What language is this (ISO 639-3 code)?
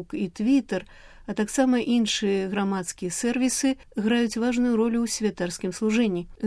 bel